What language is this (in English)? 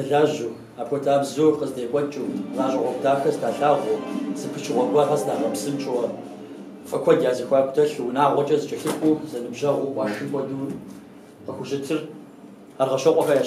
Kabardian